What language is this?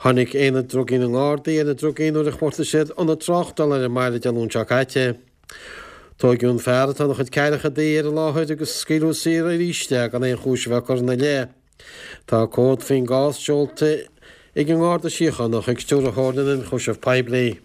Irish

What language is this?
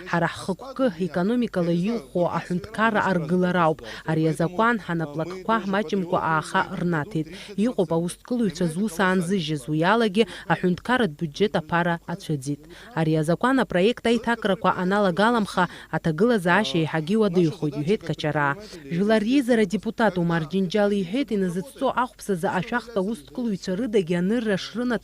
Abkhazian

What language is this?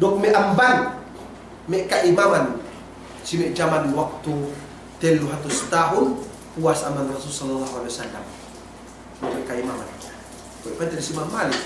Yakan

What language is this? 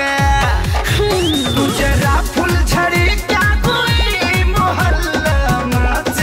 Bhojpuri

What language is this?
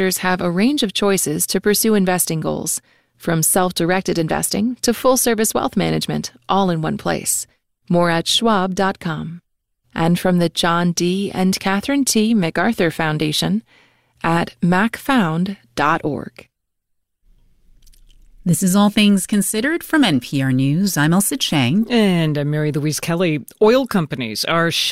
English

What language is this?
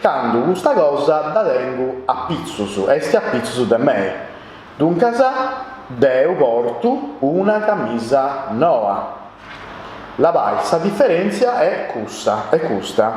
Sardinian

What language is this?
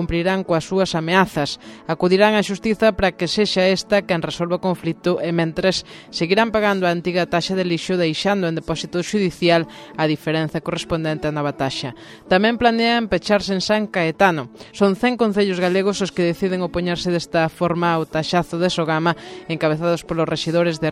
Galician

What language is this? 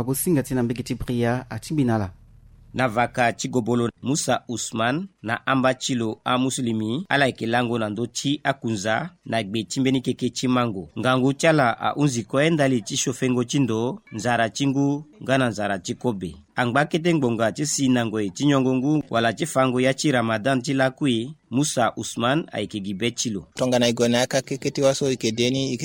Sango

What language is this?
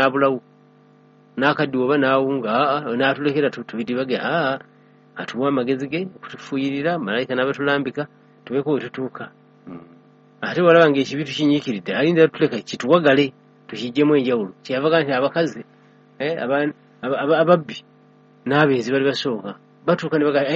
Ganda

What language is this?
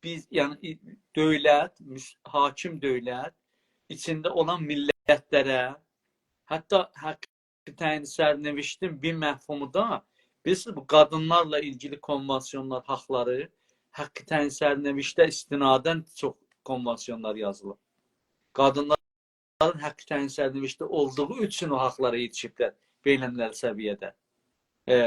South Azerbaijani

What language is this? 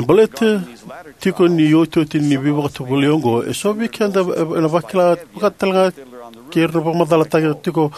Fijian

